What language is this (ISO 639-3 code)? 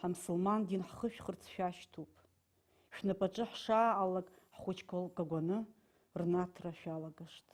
abk